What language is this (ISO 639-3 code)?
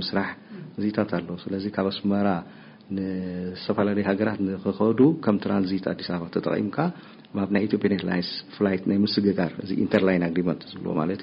tir